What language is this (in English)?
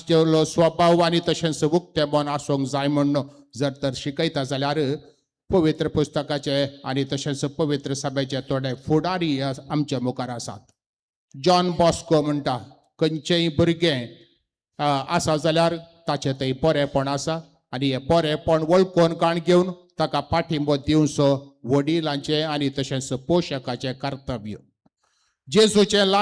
Konkani